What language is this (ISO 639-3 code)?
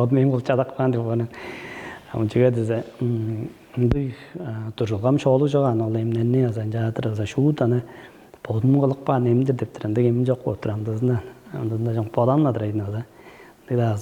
tyv